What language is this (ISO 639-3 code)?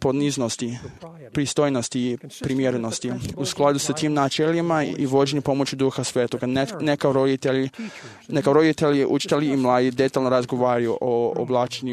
hrv